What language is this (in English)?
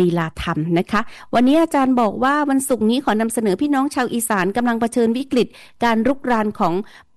Thai